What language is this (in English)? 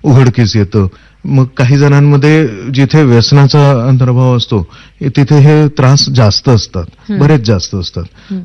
Marathi